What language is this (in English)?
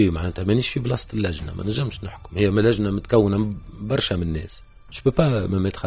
Tunisian Arabic